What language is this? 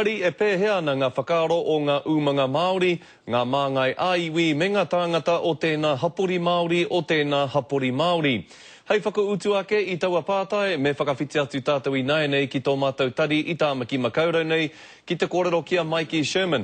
Māori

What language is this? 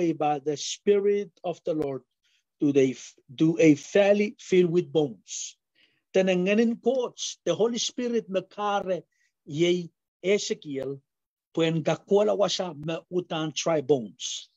Pohnpeian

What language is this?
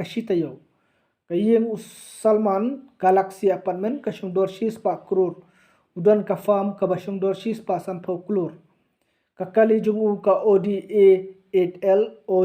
Khasi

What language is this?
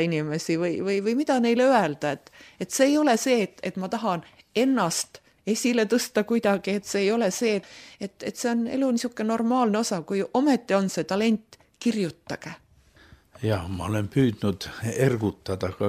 Estonian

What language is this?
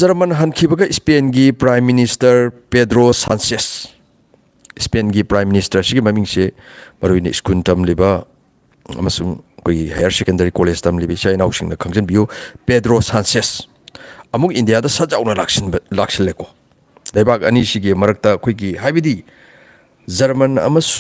Manipuri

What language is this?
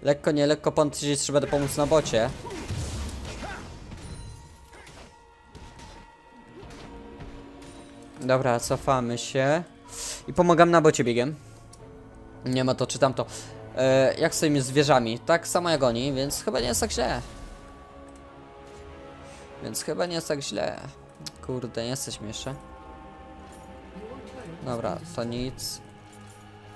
Polish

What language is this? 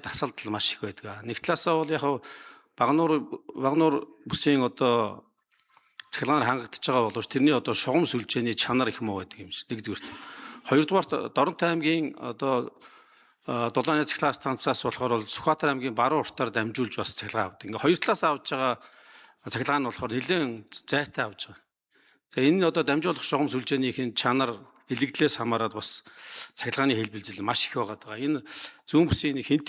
Mongolian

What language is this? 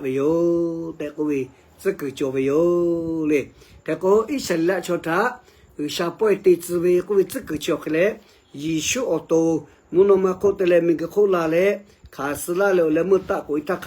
Lahu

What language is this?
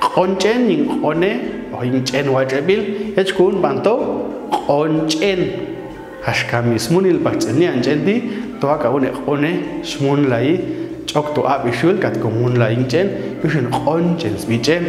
Popti'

